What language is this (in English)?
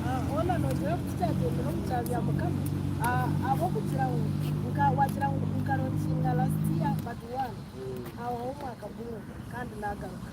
Nyankole